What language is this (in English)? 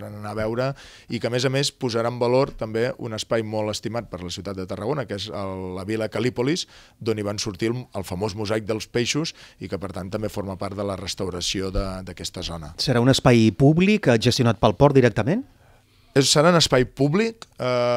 Catalan